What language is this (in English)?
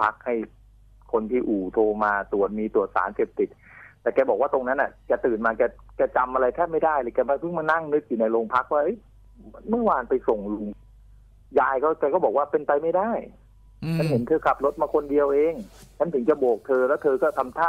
Thai